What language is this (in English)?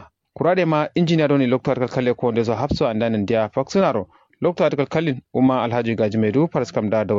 Kanuri